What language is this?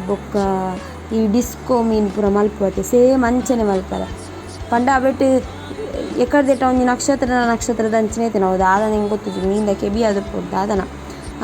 Tulu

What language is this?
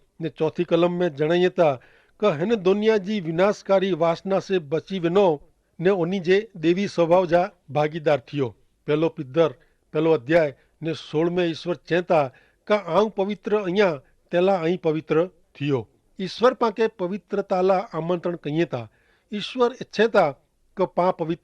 Kachhi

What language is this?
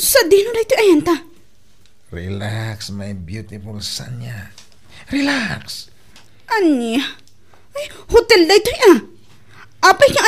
Iloko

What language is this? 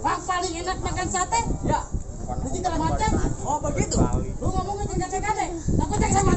Betawi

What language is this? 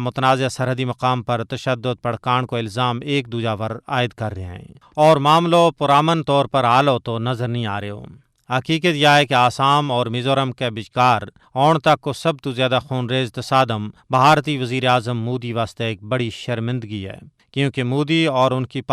Gujari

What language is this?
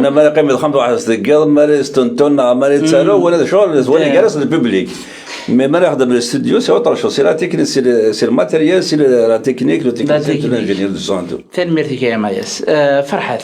Kabyle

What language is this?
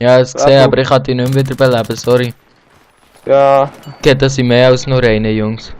Swiss German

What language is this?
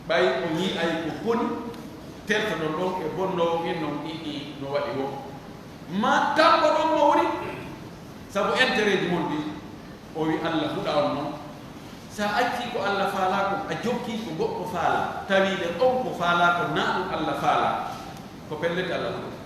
Pular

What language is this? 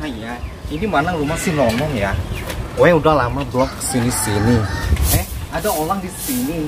Betawi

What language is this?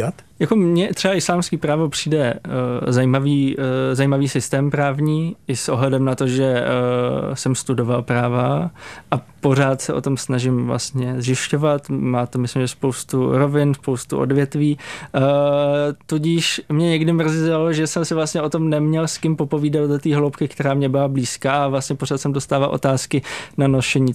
Czech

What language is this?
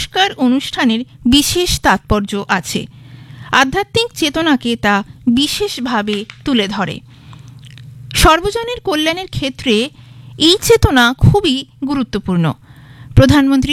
Bangla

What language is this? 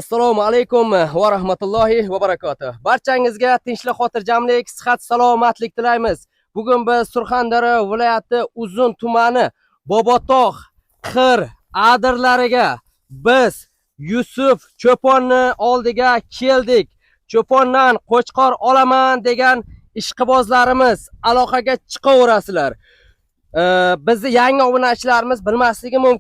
Uzbek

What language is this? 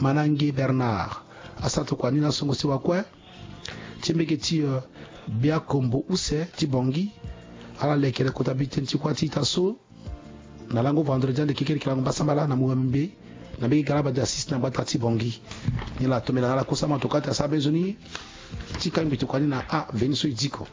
Sango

